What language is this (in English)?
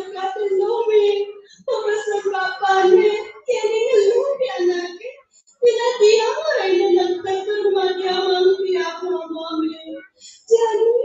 Balinese